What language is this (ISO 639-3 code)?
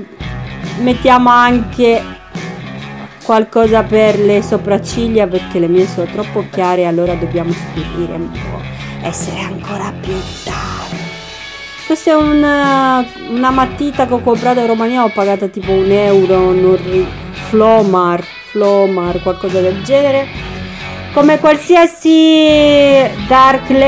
ita